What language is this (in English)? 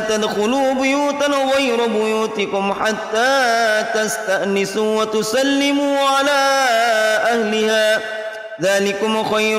Arabic